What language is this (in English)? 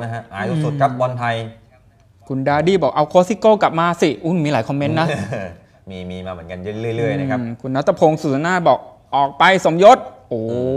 Thai